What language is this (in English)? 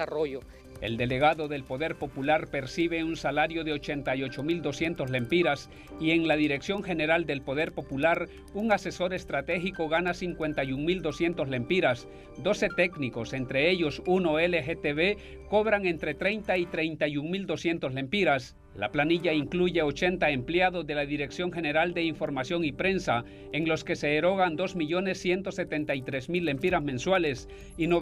Spanish